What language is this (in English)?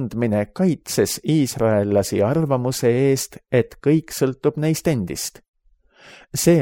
Estonian